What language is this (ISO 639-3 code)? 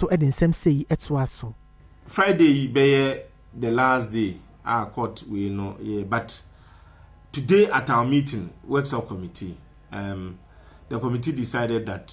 aka